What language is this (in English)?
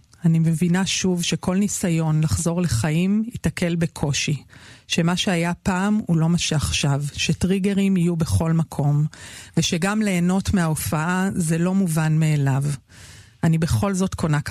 Hebrew